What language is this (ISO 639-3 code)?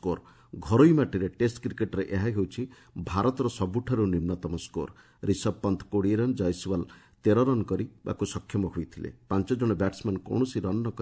ori